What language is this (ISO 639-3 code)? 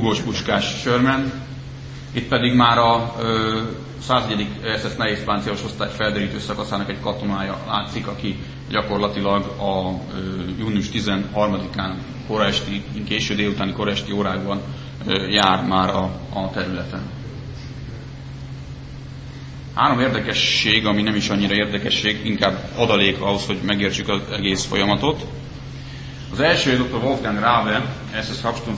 hun